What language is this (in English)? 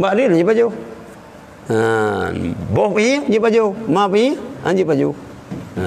Achinese